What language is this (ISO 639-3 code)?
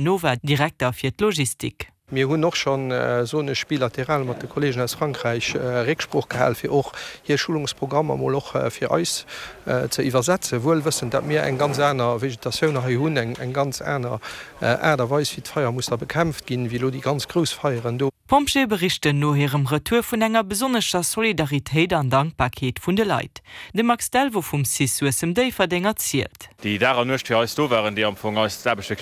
ltz